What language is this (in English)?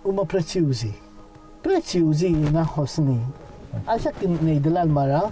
Maltese